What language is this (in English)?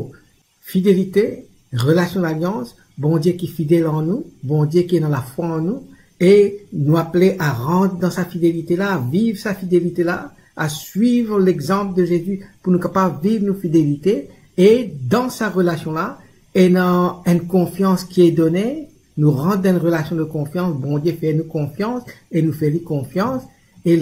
Morisyen